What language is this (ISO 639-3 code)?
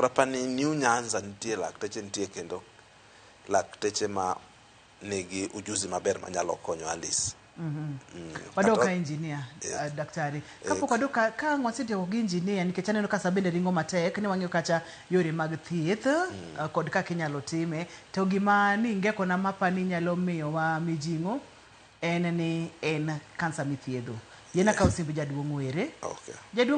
luo